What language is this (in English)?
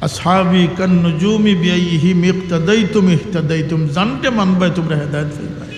Sylheti